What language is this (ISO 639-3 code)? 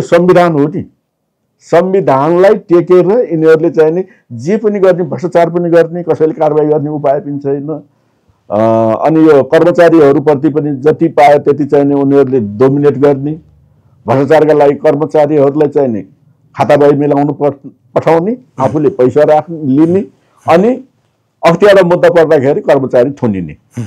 nep